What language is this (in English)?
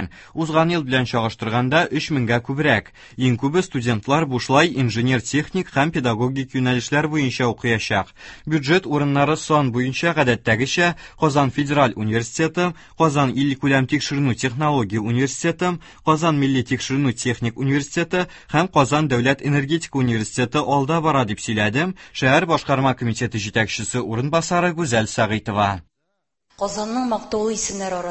Tatar